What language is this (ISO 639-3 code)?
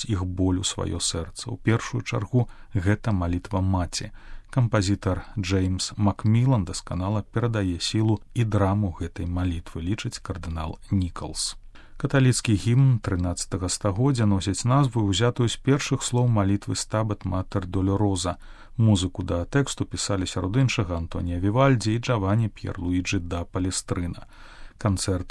bel